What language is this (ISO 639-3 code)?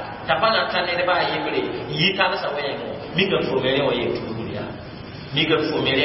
mos